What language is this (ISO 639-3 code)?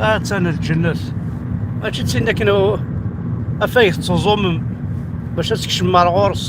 kab